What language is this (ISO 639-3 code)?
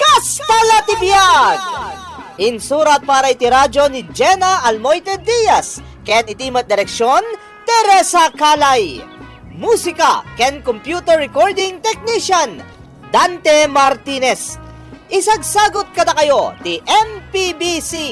ilo